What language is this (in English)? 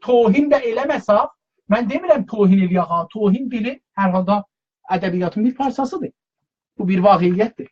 South Azerbaijani